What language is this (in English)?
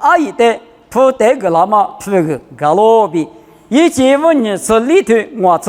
Lisu